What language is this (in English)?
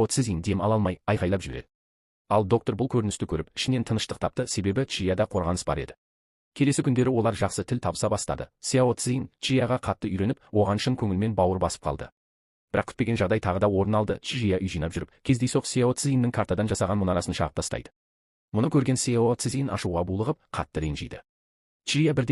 Kazakh